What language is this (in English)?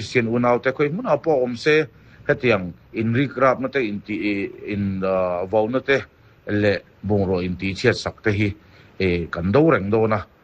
Mizo